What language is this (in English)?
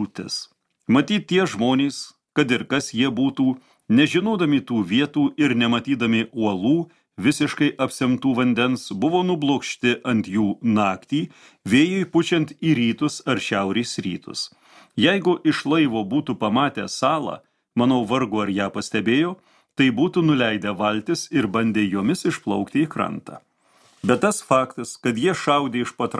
Lithuanian